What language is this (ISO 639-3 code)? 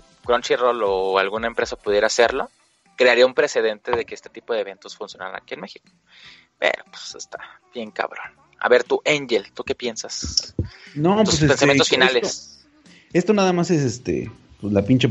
spa